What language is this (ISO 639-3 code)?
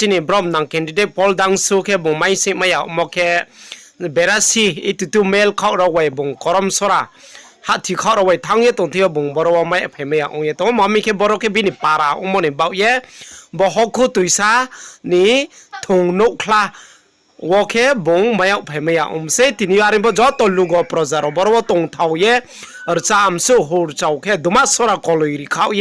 ria